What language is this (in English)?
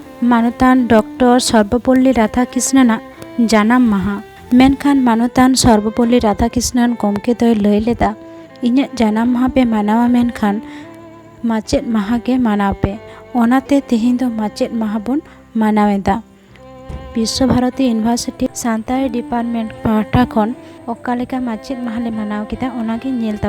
Santali